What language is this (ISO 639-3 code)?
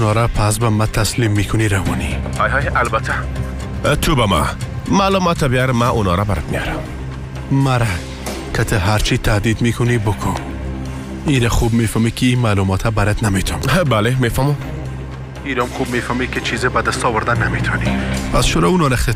fas